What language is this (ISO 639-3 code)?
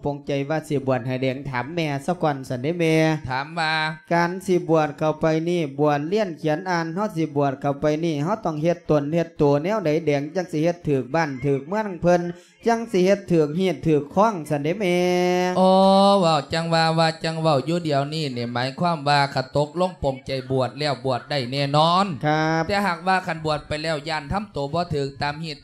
lao